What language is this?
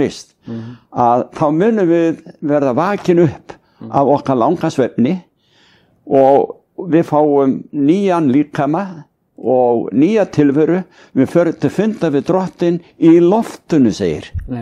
Icelandic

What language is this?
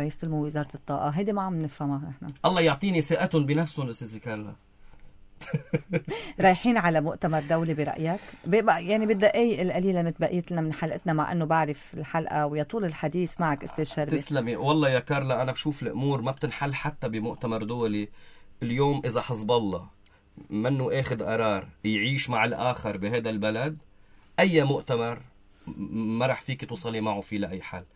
North Levantine Arabic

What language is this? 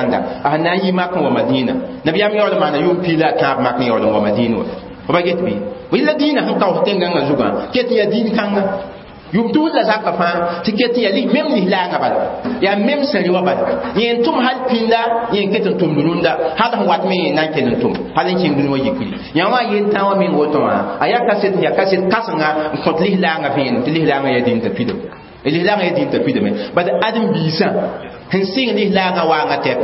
Mossi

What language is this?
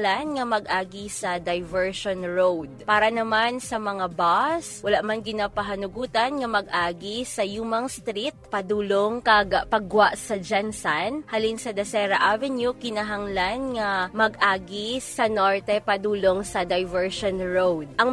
Hiligaynon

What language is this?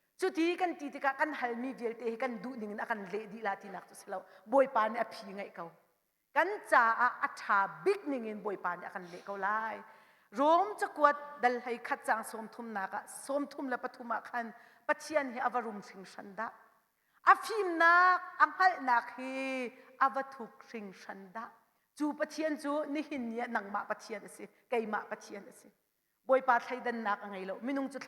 Hakha Chin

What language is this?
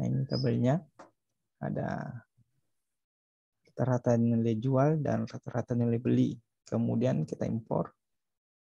Indonesian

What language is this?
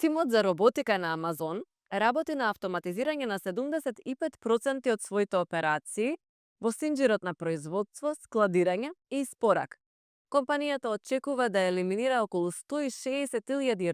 Macedonian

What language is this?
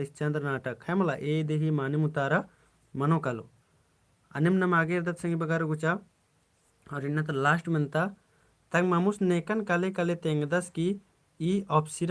Kurukh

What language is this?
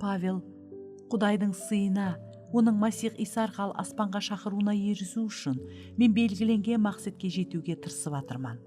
Kara-Kalpak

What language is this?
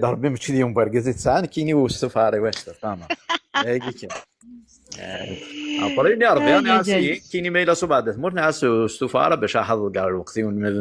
Kabyle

